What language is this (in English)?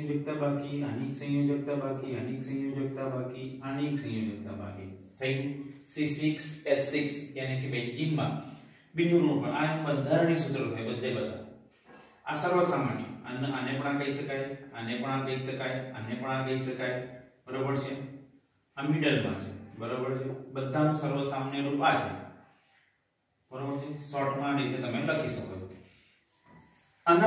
Gujarati